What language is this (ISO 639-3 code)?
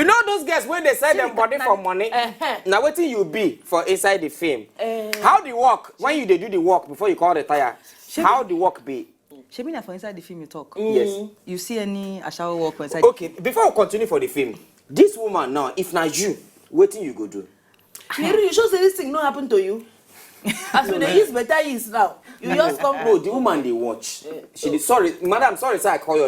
pcm